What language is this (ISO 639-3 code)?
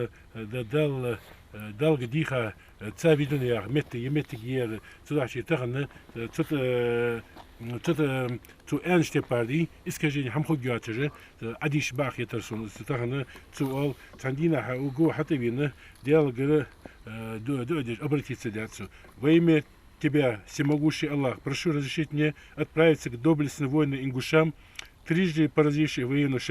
inh